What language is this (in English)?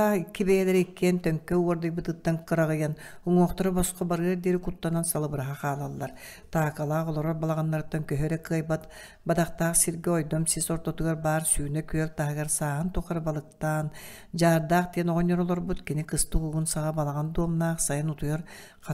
Yakut